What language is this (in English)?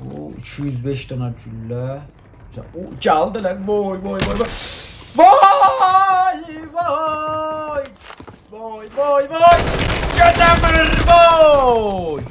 South Azerbaijani